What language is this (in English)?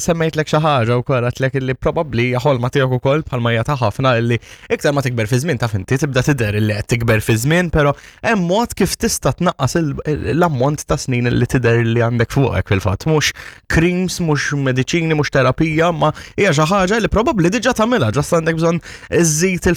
Maltese